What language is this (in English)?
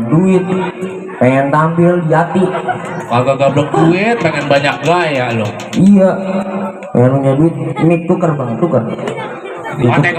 Betawi